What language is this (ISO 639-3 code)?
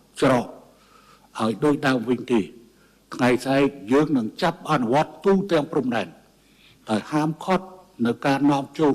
khm